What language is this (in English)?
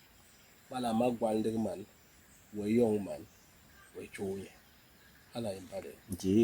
Basaa